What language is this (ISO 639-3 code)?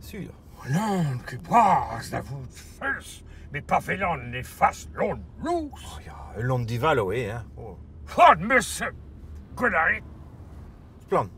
bre